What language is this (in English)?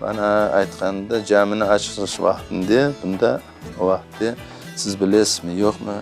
Crimean Tatar